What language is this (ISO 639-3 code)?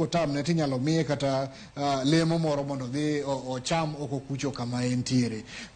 luo